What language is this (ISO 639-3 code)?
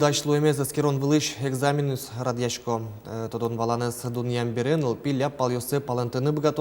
udm